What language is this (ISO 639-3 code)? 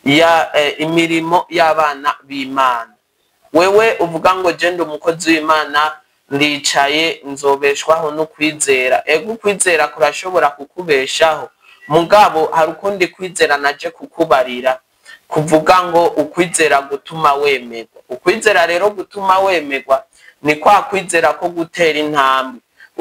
run